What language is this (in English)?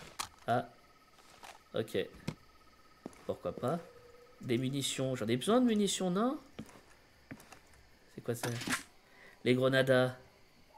French